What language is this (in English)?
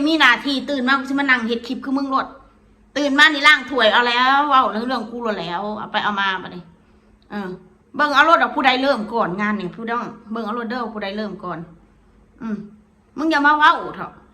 Northeastern Thai